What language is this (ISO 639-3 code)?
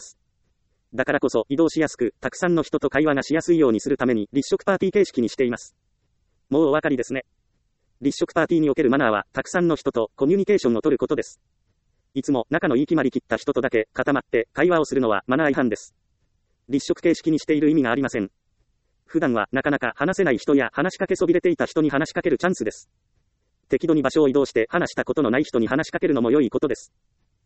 jpn